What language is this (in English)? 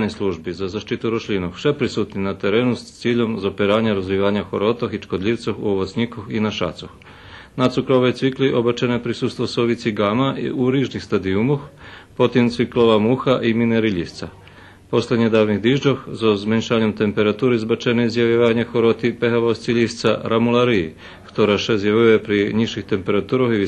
Rusyn